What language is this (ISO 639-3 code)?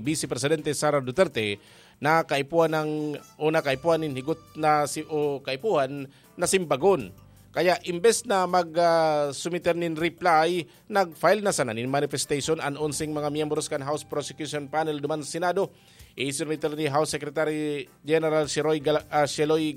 bik